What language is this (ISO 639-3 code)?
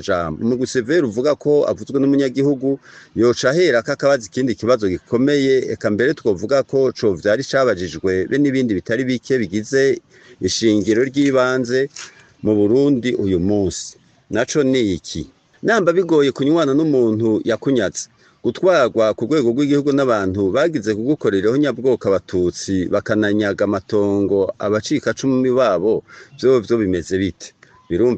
run